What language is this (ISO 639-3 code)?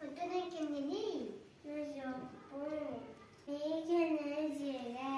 sah